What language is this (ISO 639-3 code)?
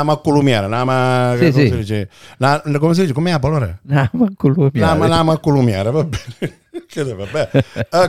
ita